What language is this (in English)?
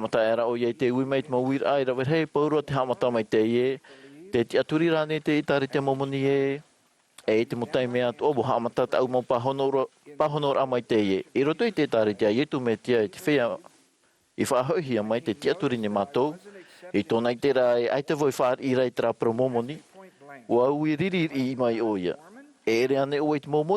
Tahitian